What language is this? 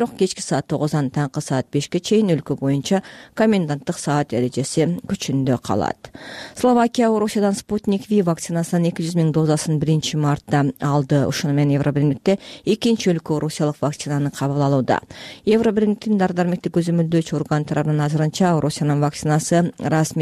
Kyrgyz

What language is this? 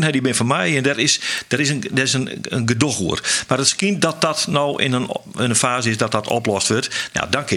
Western Frisian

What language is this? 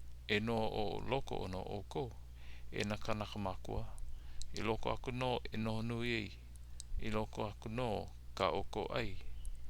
Hawaiian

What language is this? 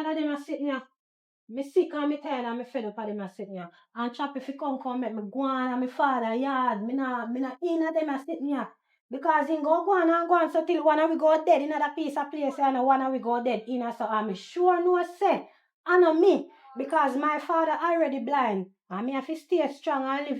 Jamaican Creole English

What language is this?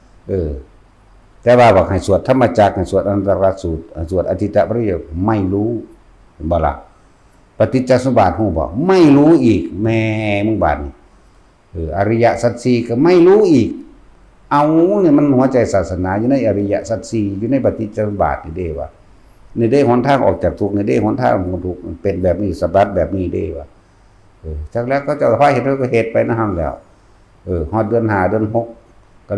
Northeastern Thai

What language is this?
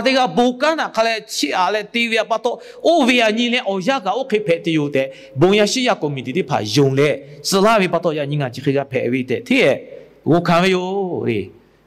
Lahu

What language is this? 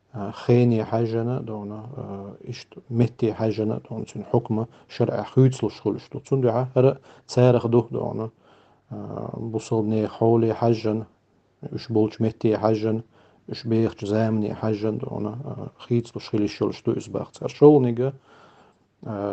Chechen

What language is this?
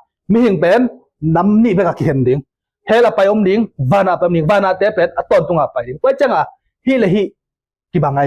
Tedim Chin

